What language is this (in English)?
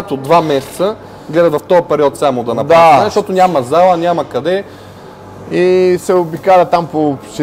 Bulgarian